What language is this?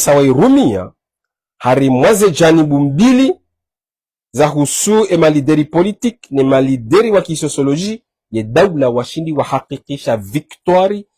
Ngazidja Comorian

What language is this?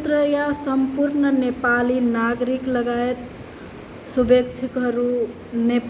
Nepali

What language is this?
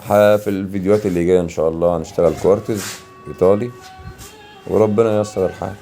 Egyptian Arabic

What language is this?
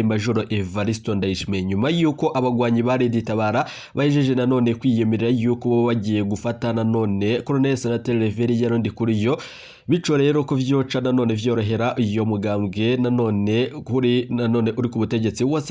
Rundi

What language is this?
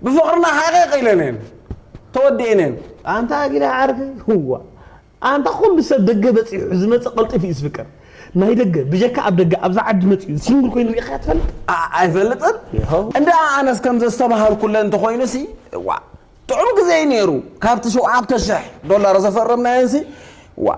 Tigrinya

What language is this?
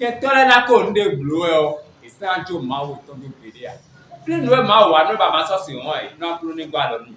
Fon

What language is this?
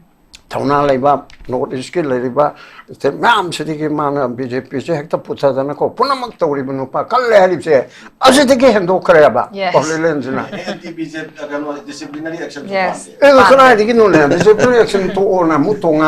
Manipuri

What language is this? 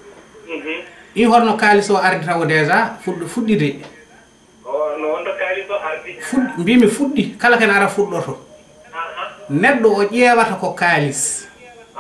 Fula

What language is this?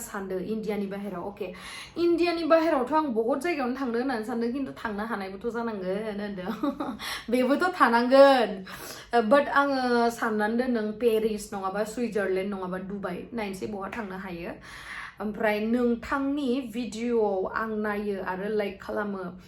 Bodo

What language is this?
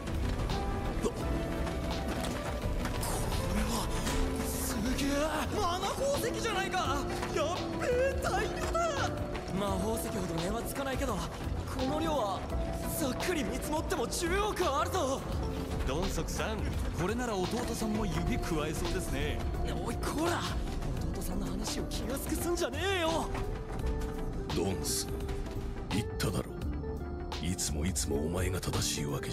Japanese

